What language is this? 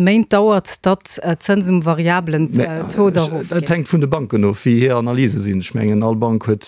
Luxembourgish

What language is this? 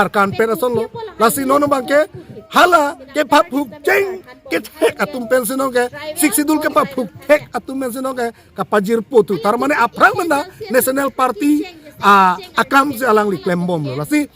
Karbi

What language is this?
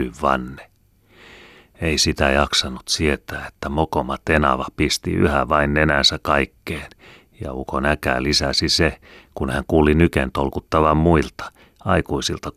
Finnish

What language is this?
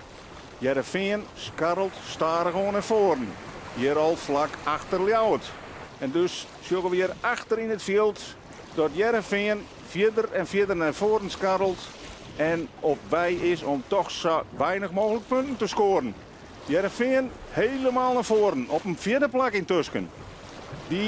Western Frisian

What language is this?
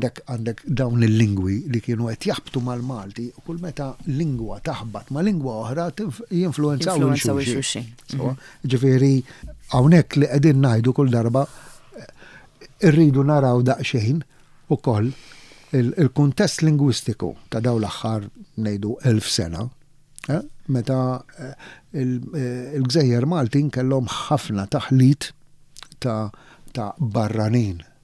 Maltese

